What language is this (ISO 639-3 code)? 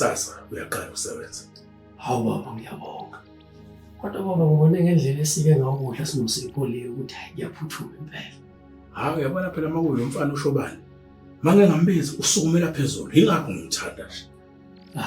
zul